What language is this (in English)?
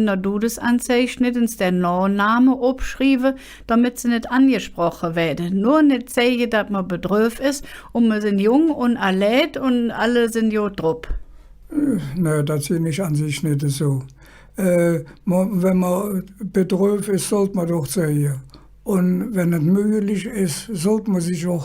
Colognian